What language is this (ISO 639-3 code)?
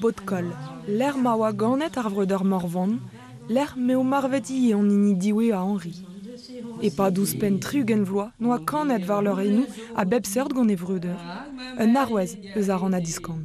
bre